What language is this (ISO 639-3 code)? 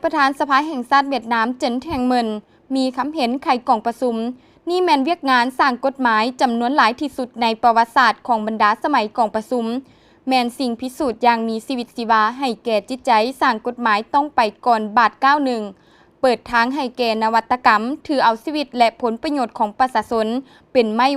lao